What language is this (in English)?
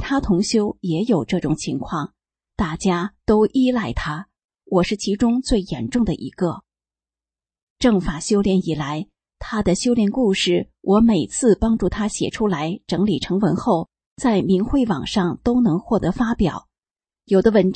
Chinese